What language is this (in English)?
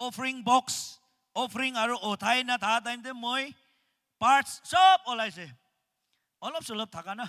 Naga Pidgin